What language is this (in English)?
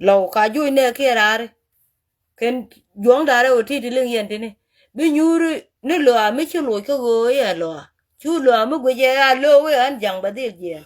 Nuer